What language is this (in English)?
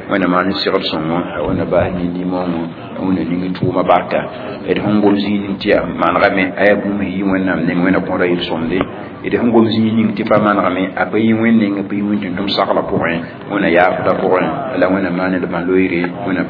Mossi